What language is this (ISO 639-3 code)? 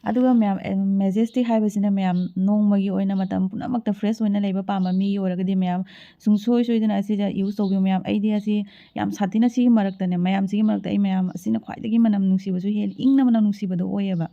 mni